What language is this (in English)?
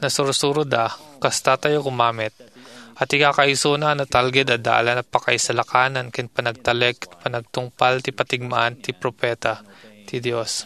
Iloko